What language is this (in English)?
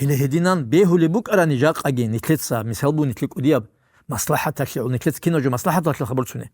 Avaric